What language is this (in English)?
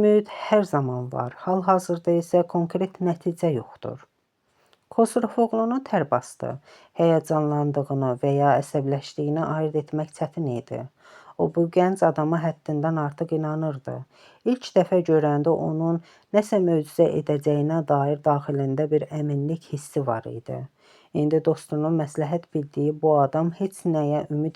Azerbaijani